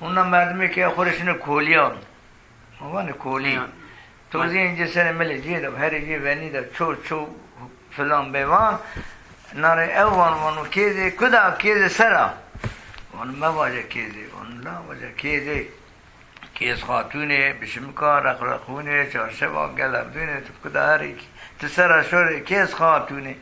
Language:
Zaza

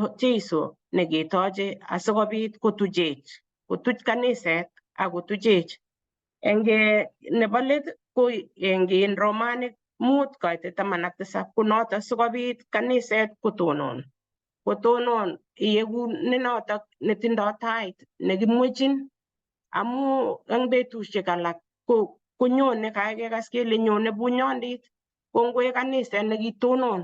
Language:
Kalenjin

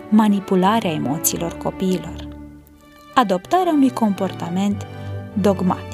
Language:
Romanian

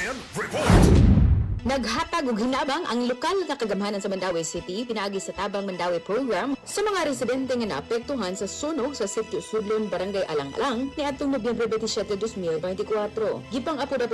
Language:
Cebuano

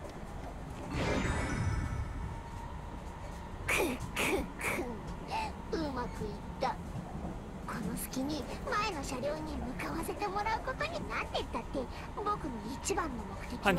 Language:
Japanese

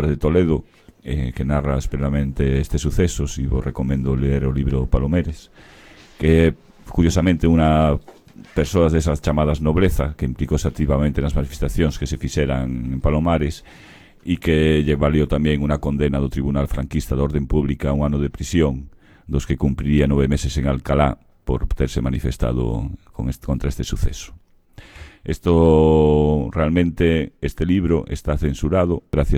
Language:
Galician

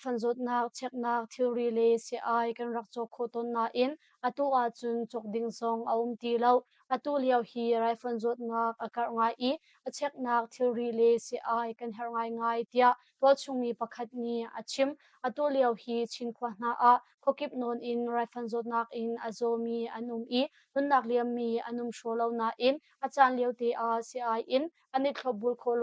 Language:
Hakha Chin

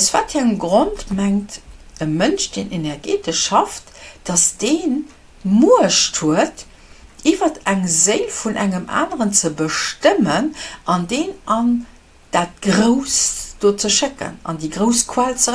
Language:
Luxembourgish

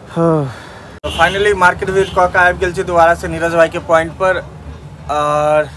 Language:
Maithili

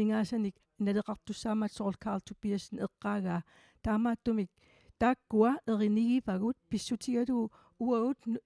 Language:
Kalaallisut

